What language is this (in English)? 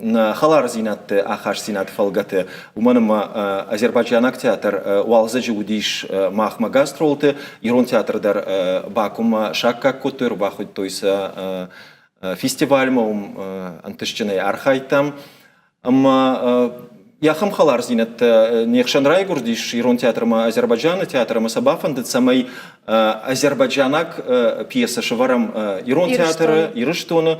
Ossetic